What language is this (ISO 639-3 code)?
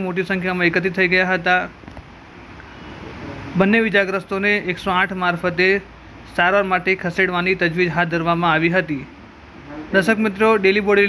guj